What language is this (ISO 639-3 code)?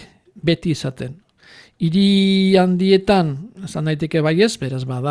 eus